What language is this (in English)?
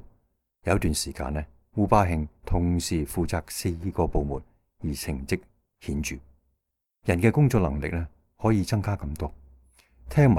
Cantonese